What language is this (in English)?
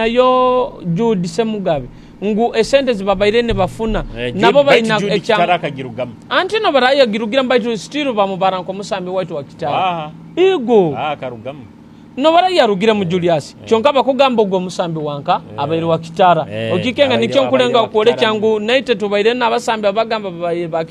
Nyoro